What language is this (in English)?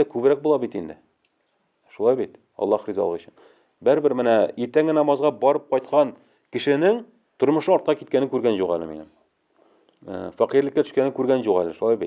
Tatar